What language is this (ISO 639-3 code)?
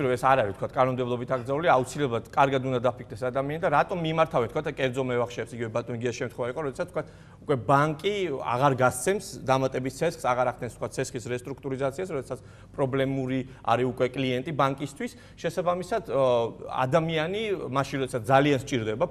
kat